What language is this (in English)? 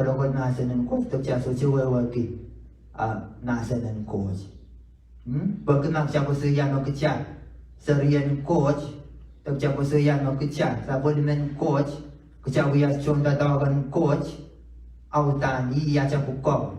Pohnpeian